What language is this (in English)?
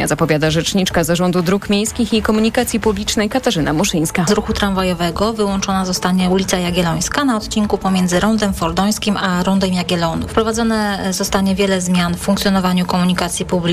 Polish